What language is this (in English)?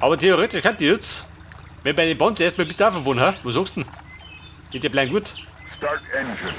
Bavarian